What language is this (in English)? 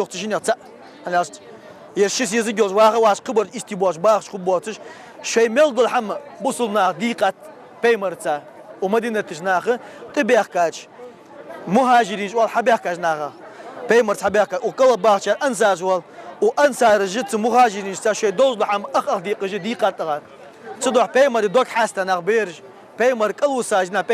Ingush